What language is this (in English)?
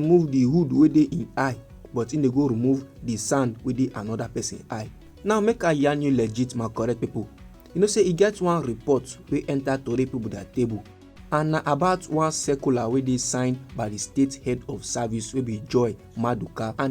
Nigerian Pidgin